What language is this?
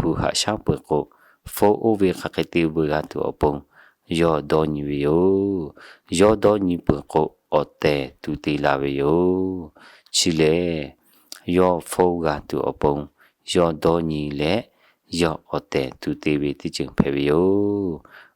Lahu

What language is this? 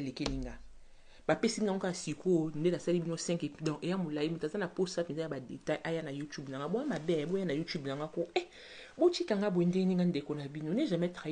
Lingala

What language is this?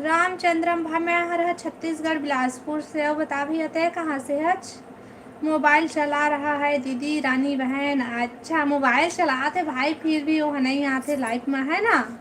Chhattisgarhi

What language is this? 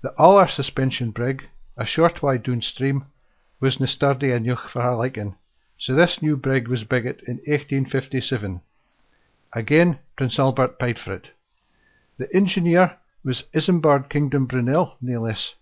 Scots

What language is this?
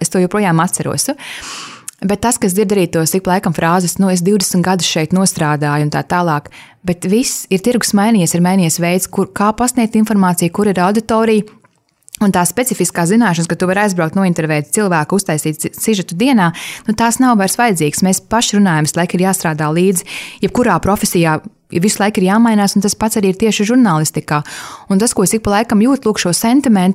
Latvian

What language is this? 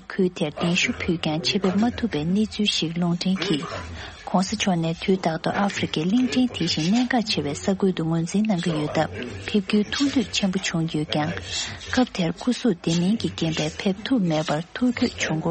Tibetan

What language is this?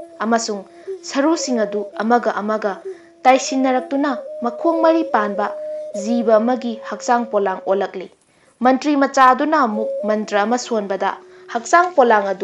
Manipuri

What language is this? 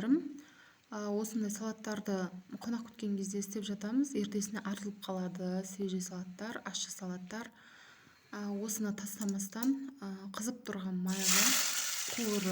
Kazakh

